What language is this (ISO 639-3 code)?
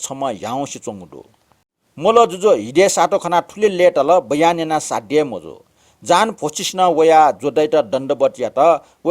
new